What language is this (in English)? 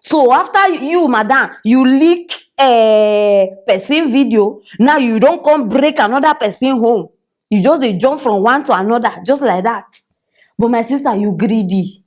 Nigerian Pidgin